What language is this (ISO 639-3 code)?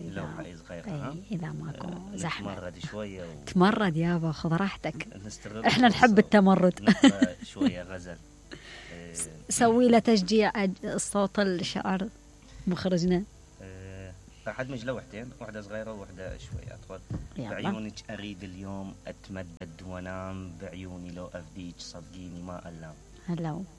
acm